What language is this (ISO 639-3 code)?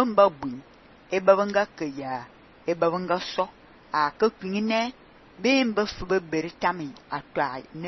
fan